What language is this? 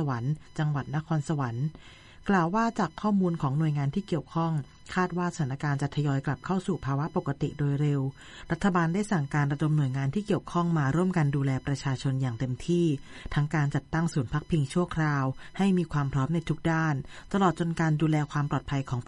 Thai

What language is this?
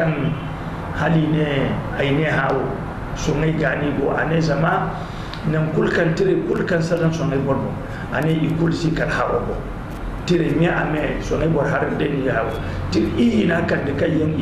Zarma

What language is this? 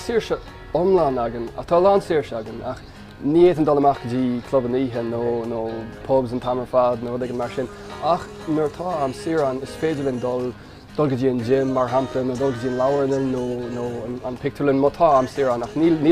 Irish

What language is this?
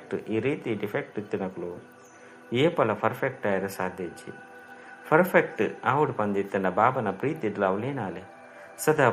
Tulu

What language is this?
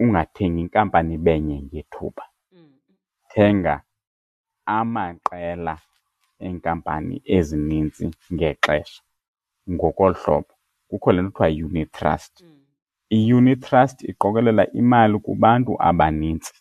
Xhosa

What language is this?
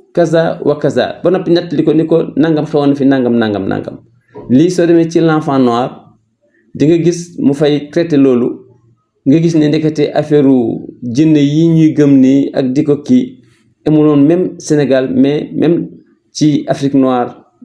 Wolof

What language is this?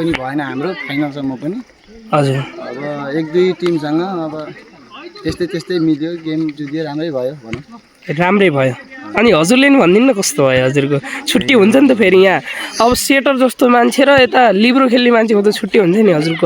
Nepali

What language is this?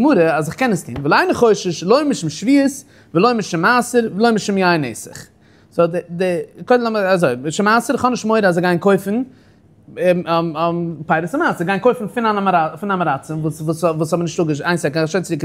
Yiddish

